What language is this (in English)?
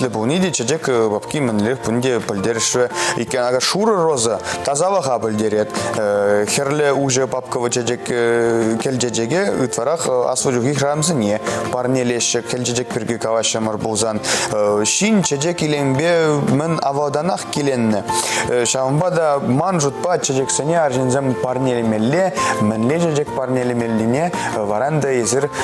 Chuvash